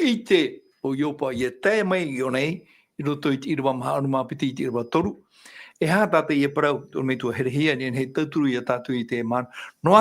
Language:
Tahitian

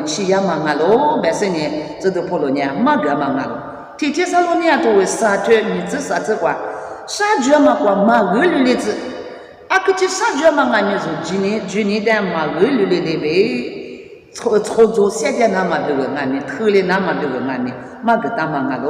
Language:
Lisu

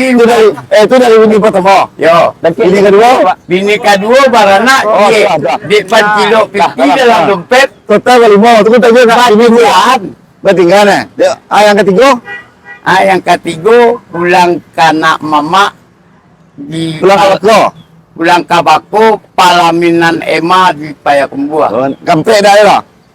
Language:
Minangkabau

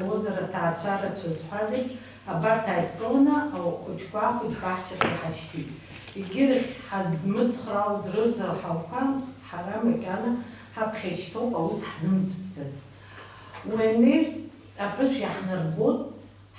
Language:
Abkhazian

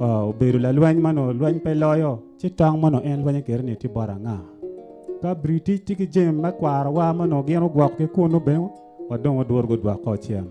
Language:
Acoli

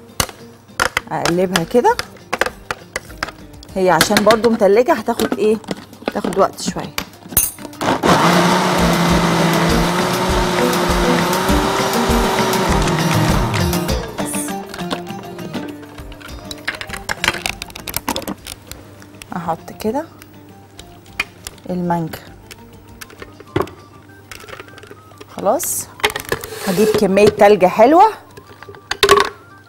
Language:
Egyptian Arabic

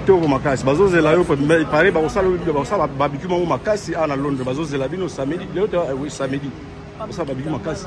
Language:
Lingala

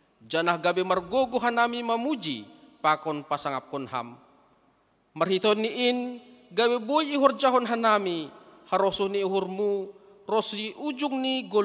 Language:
Batak Simalungun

